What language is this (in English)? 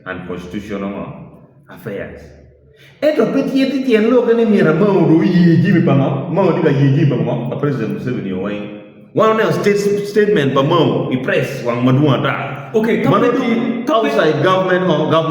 Acoli